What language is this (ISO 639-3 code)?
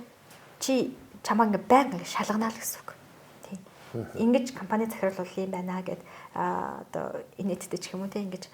mon